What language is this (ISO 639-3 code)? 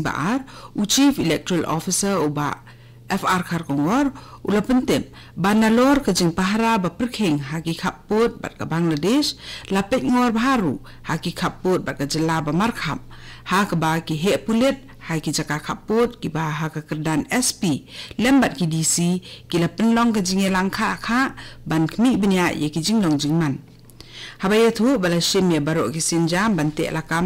kha